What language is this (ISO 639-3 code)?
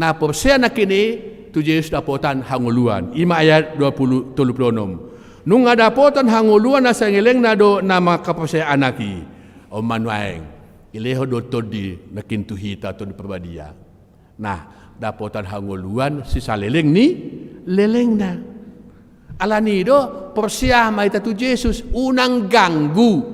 bbc